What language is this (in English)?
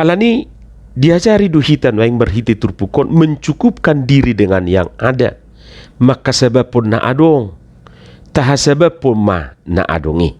Batak Toba